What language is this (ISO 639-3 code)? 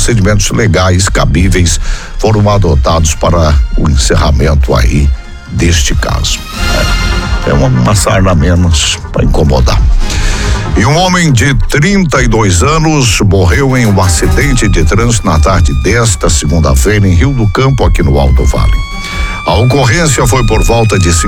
por